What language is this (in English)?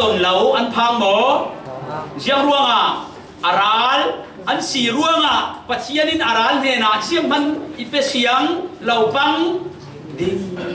Falam Chin